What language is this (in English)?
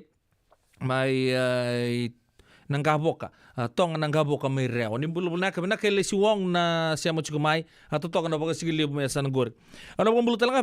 Fijian